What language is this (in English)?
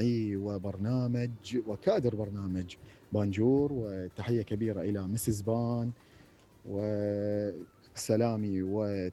Mesopotamian Arabic